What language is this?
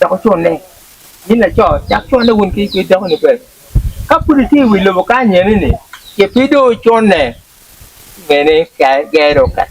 Acoli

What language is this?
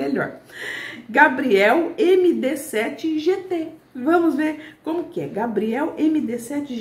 Portuguese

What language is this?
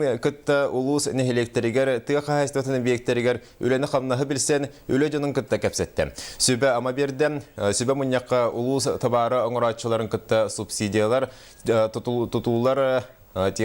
Yakut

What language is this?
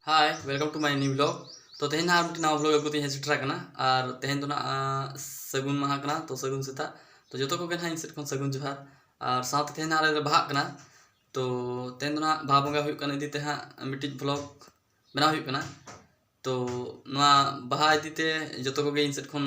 Santali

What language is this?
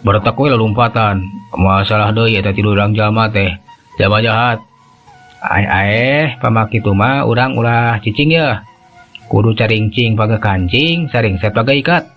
Sundanese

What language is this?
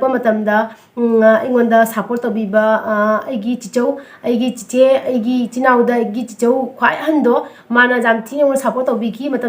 Manipuri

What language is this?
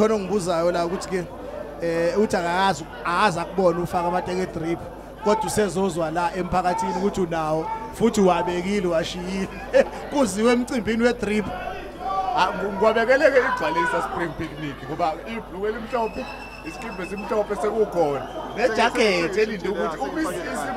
Zulu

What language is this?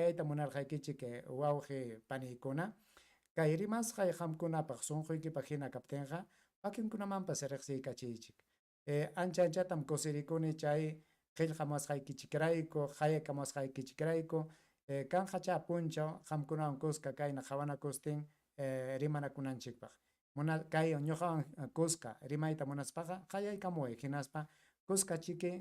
Ayacucho Quechua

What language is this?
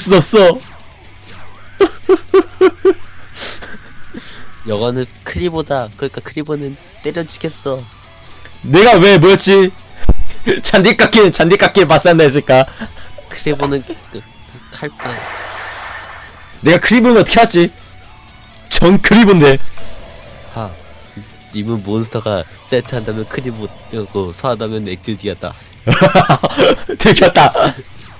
Korean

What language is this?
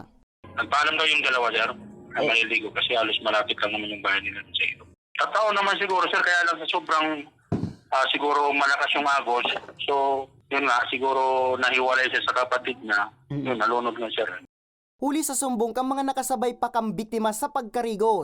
Bikol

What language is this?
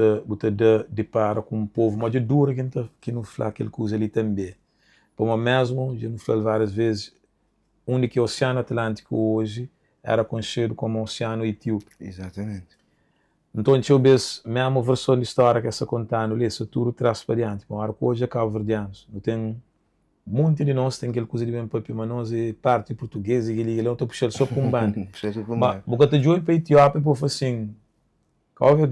Kabuverdianu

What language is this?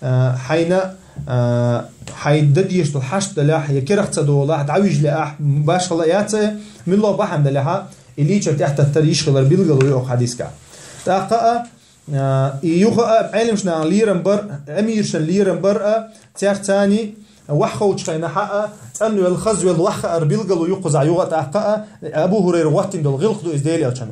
Chechen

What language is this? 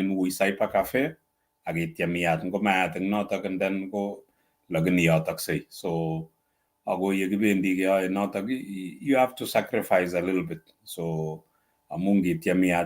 Kalenjin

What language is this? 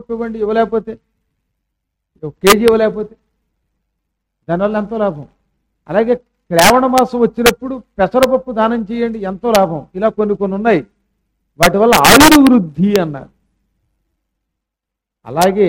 Telugu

